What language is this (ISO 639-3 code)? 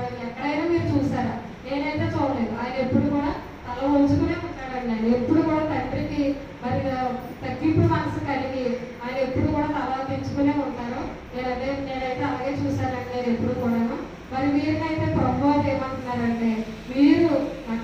tel